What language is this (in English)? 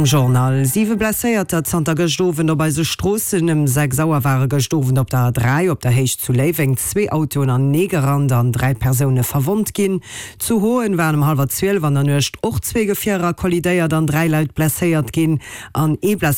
Luxembourgish